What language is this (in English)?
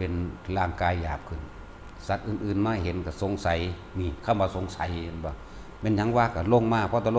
Northeastern Thai